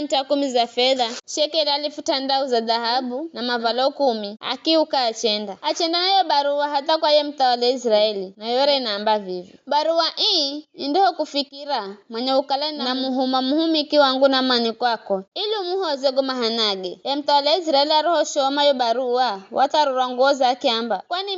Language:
Giryama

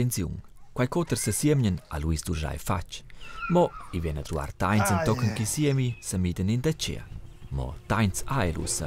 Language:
Romansh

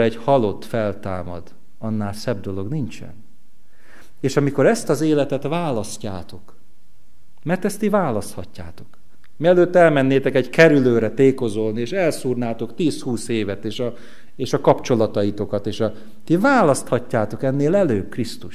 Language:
Hungarian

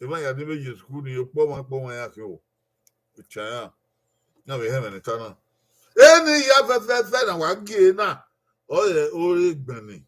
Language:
Bini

